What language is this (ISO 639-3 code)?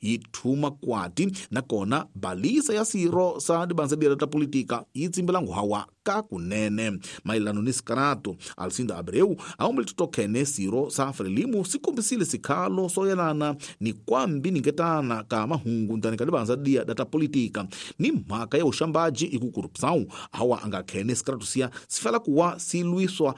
tso